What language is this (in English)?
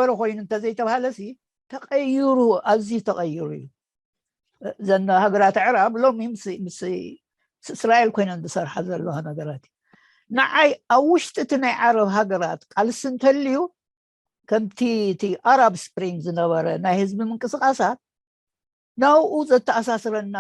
Tigrinya